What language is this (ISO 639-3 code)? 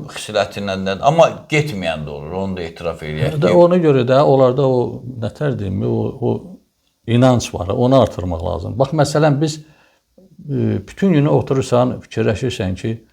aze